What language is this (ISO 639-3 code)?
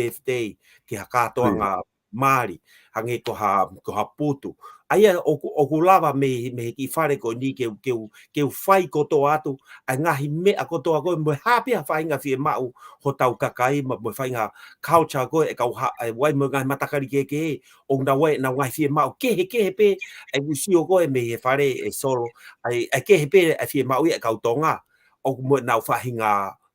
ton